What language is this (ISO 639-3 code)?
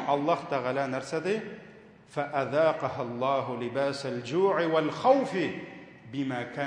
tat